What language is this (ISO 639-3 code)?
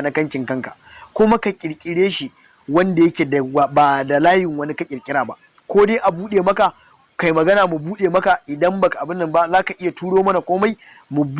hau